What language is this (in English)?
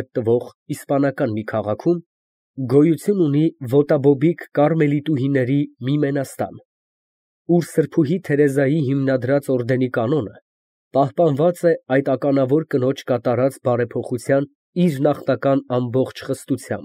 Armenian